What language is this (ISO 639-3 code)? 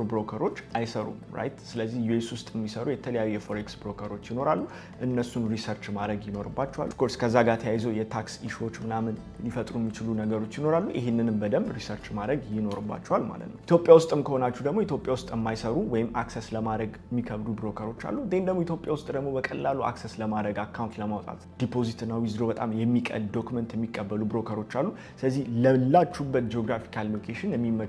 amh